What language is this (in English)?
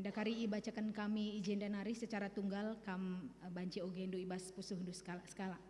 Batak Karo